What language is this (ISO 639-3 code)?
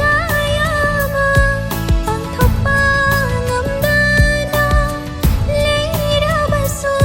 mni